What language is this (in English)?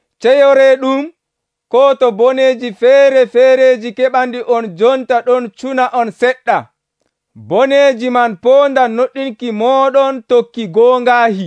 Nigerian Fulfulde